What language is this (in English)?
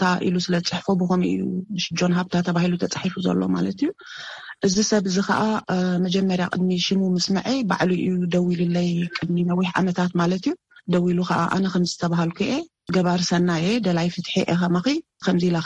Tigrinya